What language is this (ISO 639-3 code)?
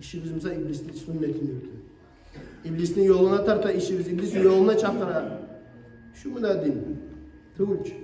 kum